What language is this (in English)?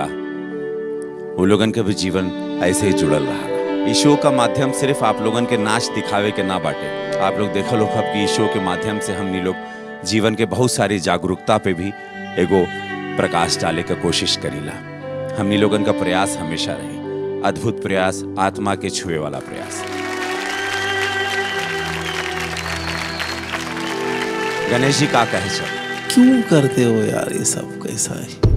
Bhojpuri